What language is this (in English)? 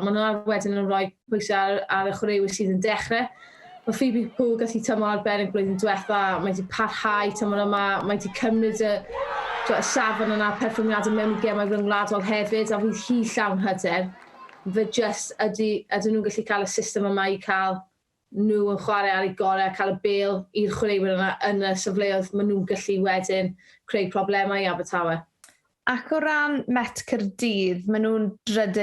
Welsh